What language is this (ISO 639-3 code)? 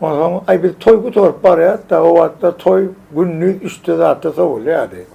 tuk